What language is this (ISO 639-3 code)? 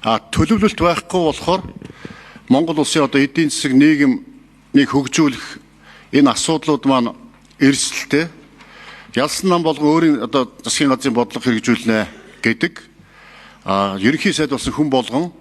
mon